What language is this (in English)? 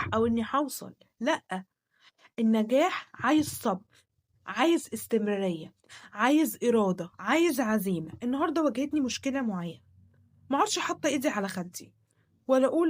Egyptian Arabic